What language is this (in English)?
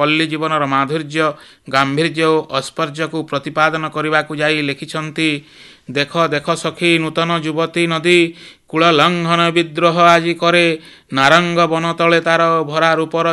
Odia